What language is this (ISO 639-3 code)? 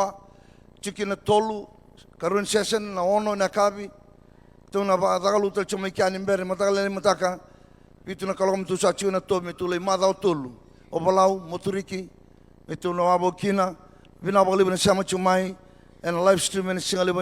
fij